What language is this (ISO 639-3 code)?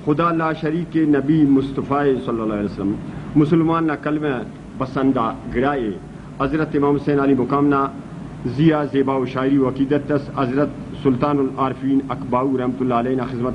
brh